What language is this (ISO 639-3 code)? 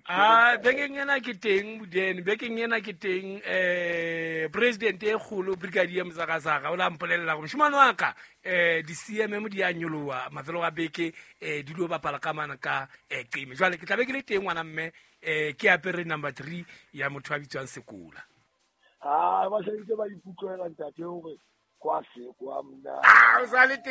sot